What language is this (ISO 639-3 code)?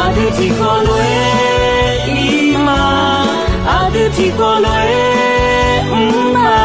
ahk